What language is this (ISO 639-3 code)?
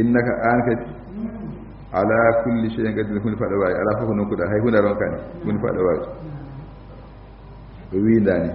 ful